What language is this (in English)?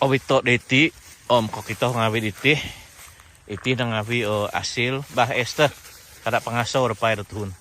Central Dusun